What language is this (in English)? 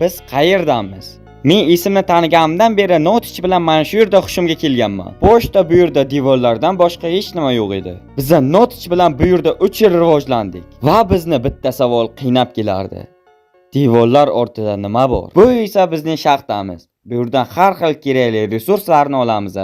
Uzbek